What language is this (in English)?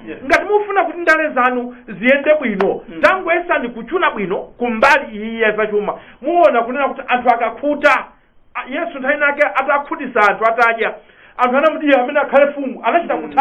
Nyanja